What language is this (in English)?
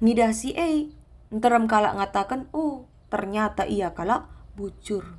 Batak Karo